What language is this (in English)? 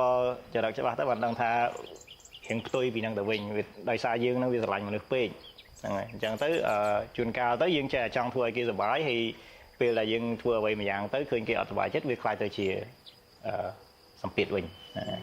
Khmer